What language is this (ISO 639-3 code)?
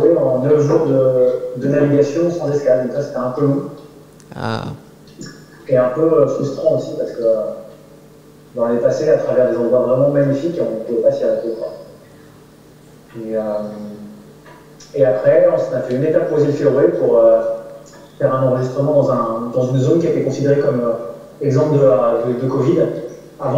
fra